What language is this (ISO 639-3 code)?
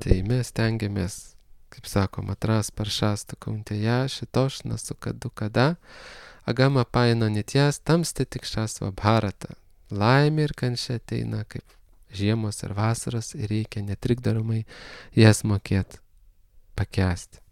lit